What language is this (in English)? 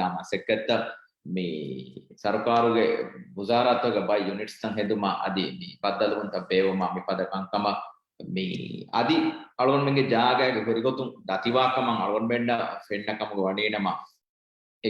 Divehi